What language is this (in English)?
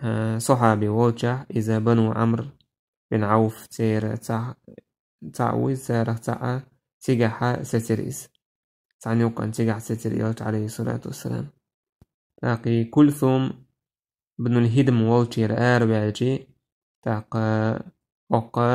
Chechen